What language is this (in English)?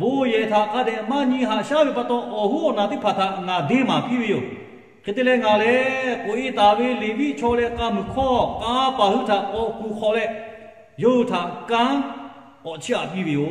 Lahu